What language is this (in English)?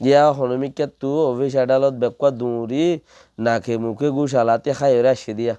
Rohingya